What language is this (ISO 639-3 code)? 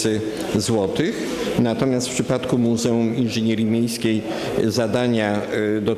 pol